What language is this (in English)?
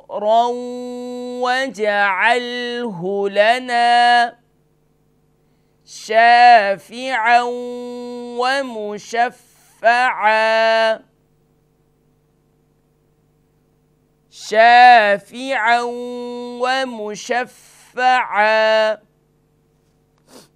Urdu